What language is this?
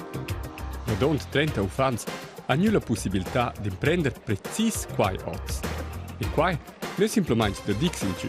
Romansh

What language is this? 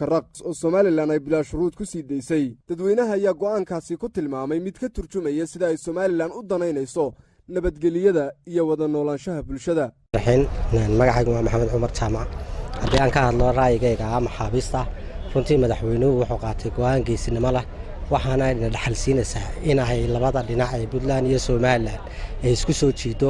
Somali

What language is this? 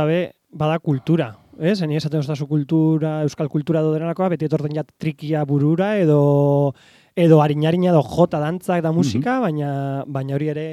Basque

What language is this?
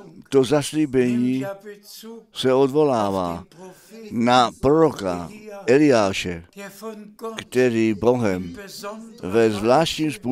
Czech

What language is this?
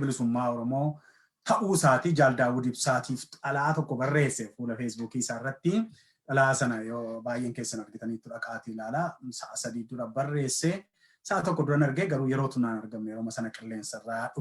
Oromo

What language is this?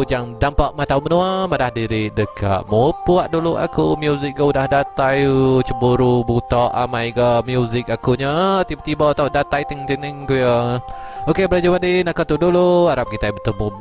Iban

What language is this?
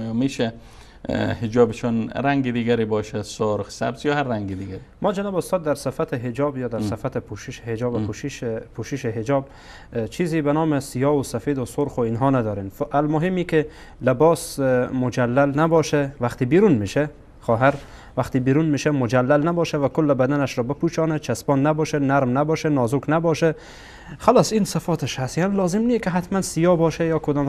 Persian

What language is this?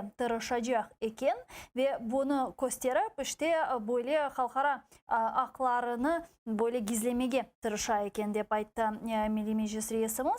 Crimean Tatar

